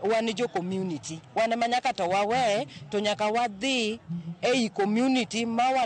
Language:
Luo (Kenya and Tanzania)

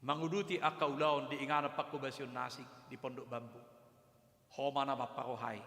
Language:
Batak Toba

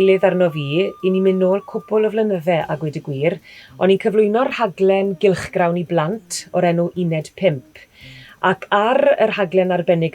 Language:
Welsh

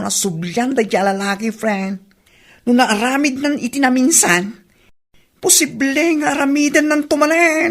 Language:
Iloko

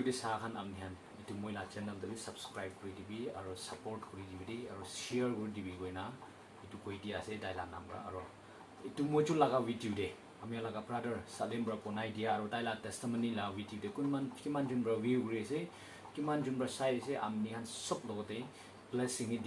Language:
Naga Pidgin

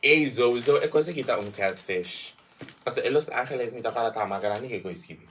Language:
Papiamento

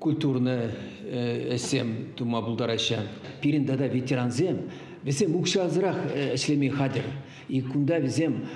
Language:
Chuvash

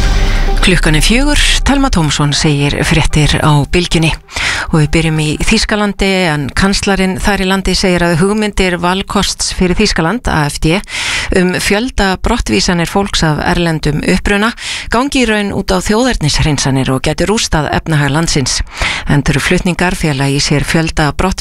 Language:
Icelandic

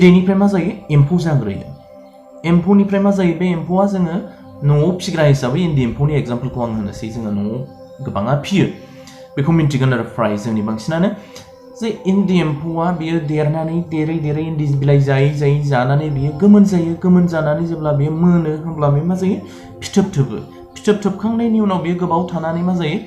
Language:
Bodo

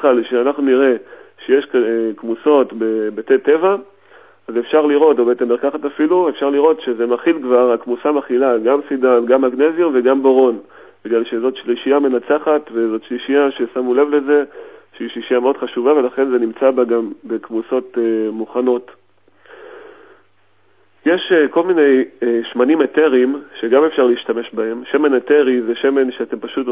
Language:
Hebrew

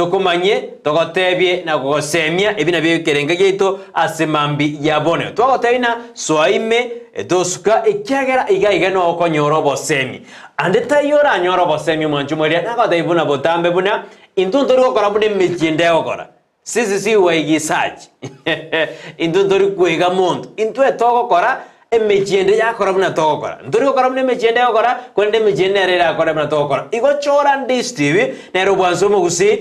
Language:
Gusii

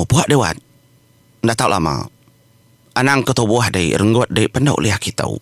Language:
Iban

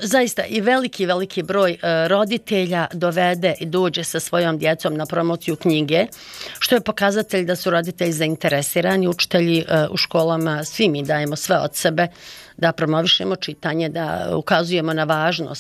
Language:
Bosnian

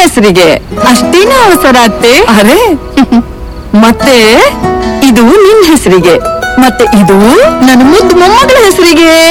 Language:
Kannada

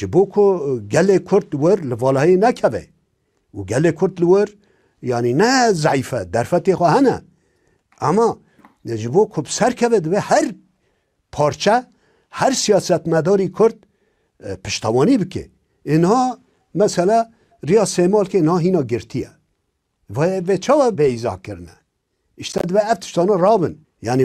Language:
Kurdish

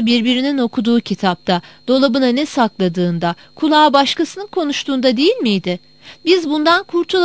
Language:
Turkish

